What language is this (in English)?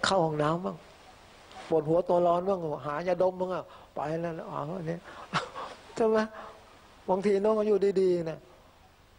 Thai